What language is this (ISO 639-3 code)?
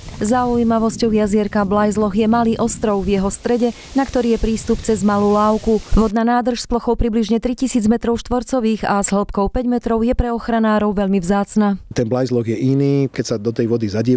slk